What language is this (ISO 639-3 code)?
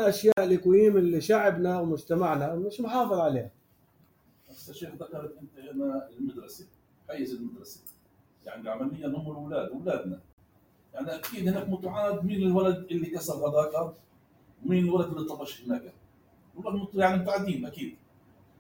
apc